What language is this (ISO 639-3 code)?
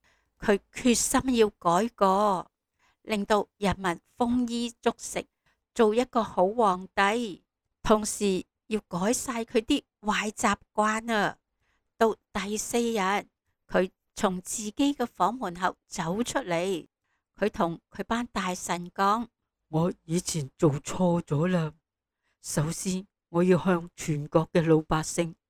yue